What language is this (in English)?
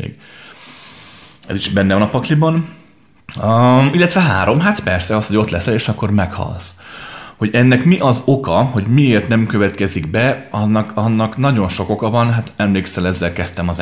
Hungarian